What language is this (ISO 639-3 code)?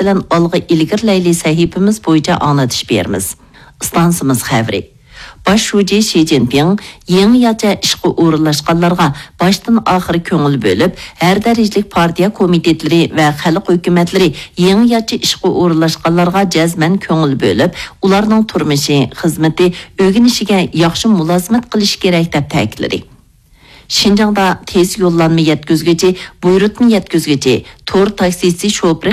uig